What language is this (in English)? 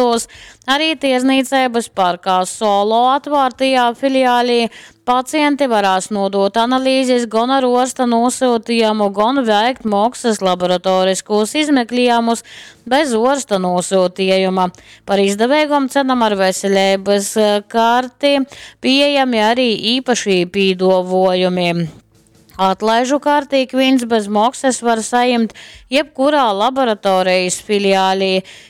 Latgalian